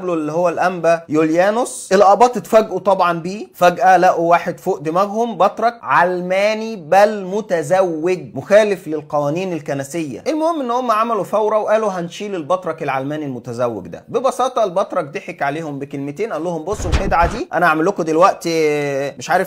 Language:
Egyptian Arabic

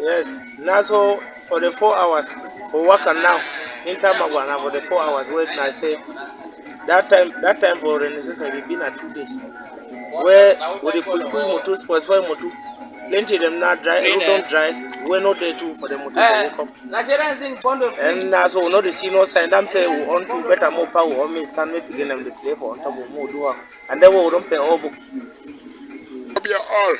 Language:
Cameroon Pidgin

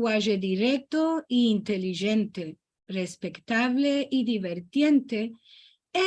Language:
Ladino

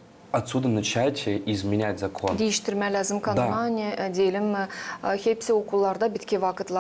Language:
Gagauz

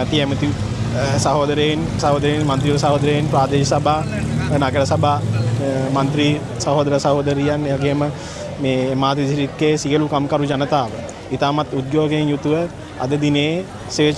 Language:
Sinhala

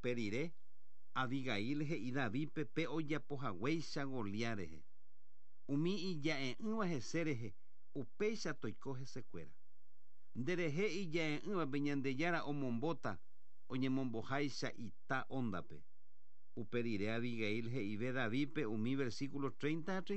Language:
Guarani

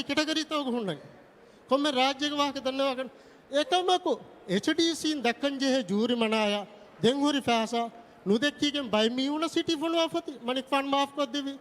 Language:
Divehi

